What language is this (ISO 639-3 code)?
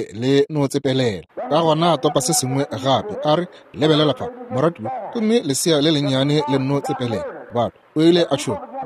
nso